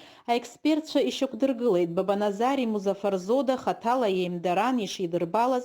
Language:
Abkhazian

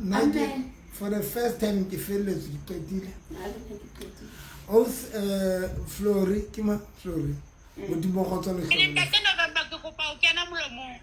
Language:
Southern Sotho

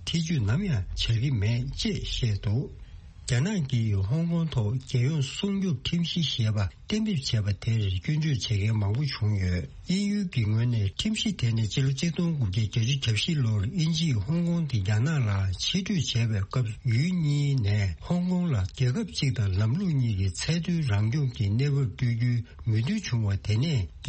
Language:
Tibetan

